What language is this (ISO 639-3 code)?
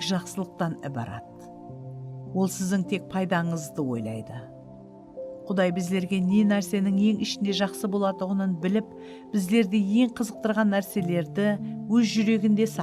kaa